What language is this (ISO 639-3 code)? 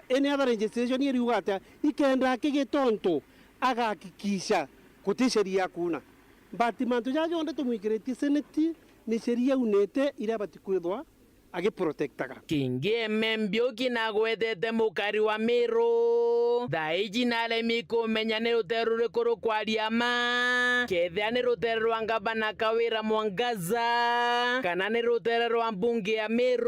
mer